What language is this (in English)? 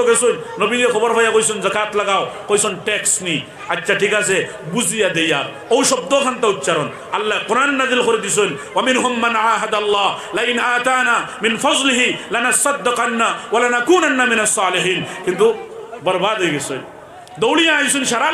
Sylheti